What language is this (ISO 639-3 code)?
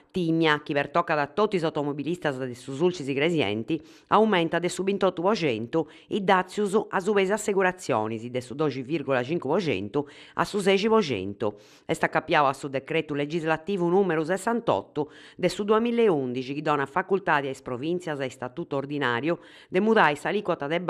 srd